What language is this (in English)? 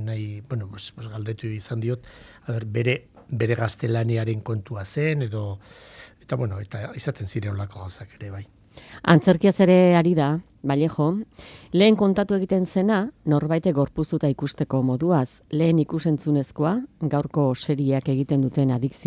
Basque